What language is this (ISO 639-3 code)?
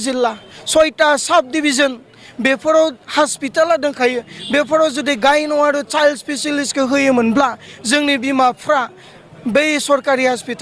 brx